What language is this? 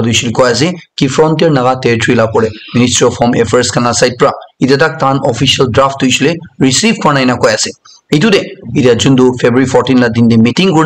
Naga Pidgin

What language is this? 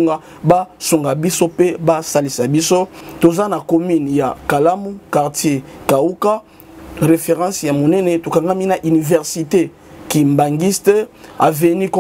Lingala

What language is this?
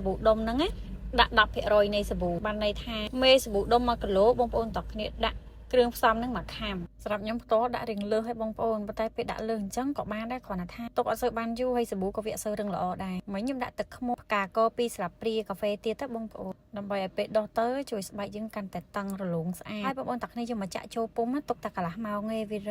Khmer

